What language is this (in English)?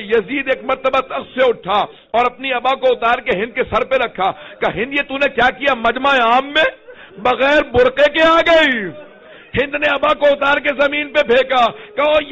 Urdu